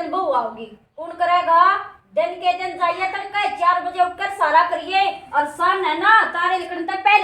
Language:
Haryanvi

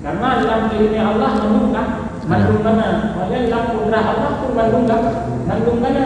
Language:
Achinese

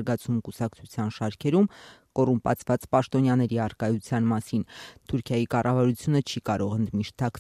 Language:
Armenian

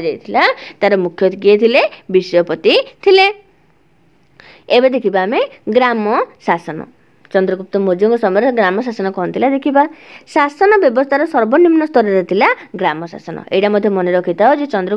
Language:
Odia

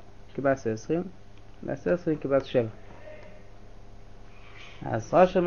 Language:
Hebrew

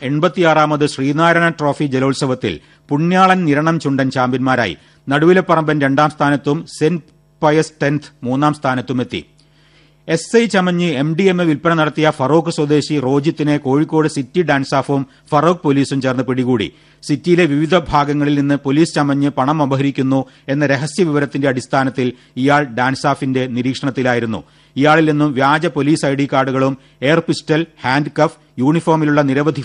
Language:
Malayalam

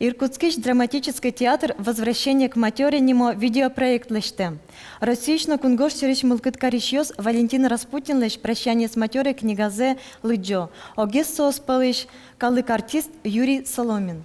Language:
Udmurt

